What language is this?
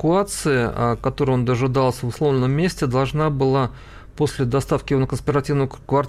Russian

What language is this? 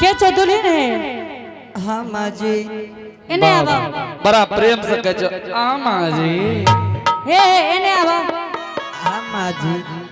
Angika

